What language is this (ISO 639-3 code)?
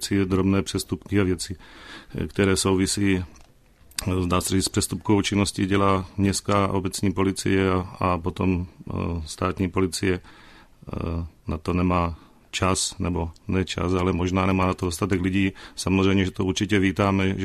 ces